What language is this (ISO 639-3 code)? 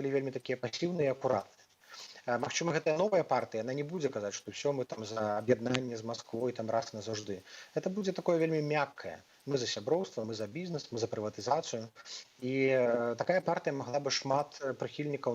bel